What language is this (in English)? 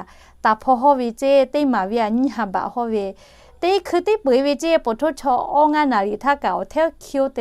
Lahu